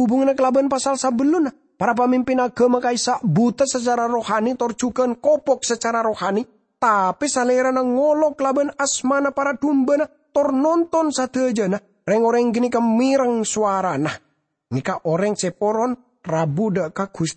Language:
Madurese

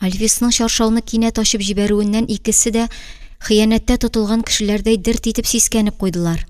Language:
Tatar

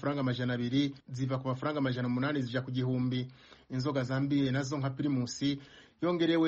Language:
Kinyarwanda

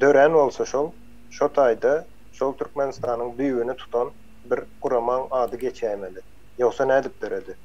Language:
Turkmen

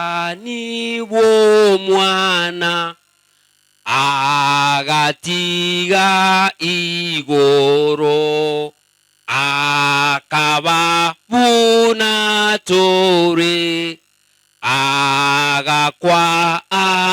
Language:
Gusii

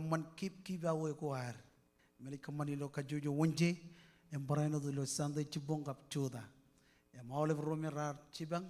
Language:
Marshallese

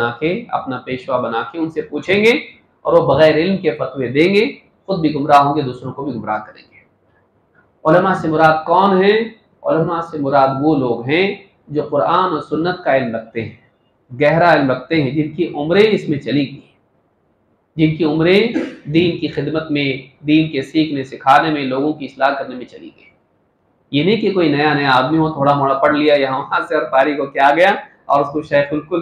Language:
Urdu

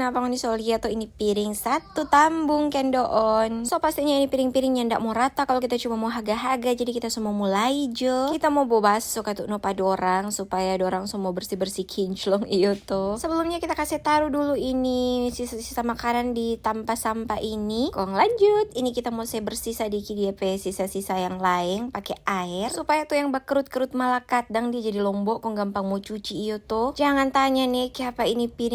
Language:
Manado Malay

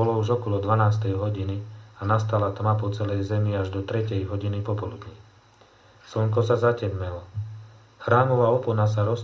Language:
Slovak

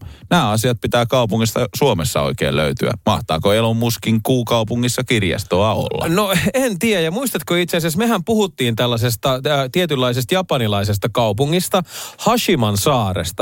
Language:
Finnish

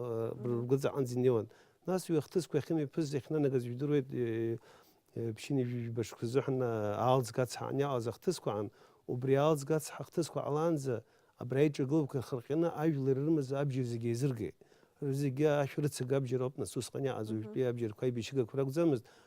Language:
Abkhazian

